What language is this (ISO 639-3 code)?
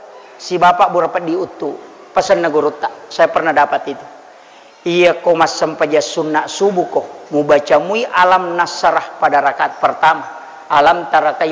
bug